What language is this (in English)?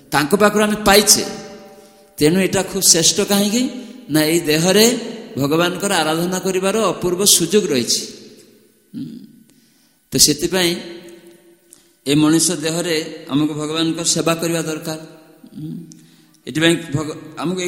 Odia